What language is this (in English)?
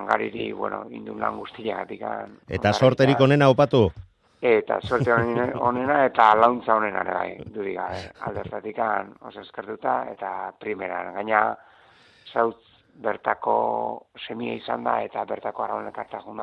Basque